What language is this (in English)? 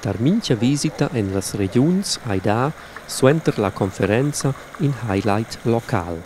Romansh